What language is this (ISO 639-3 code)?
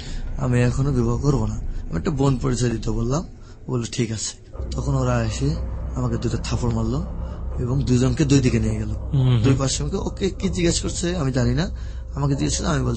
ben